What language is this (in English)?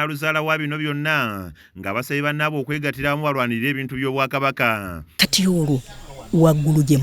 Ganda